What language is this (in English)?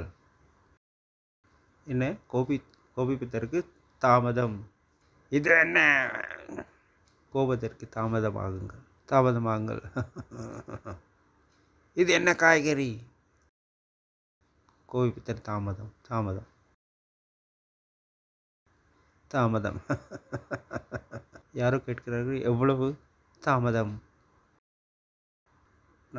Tamil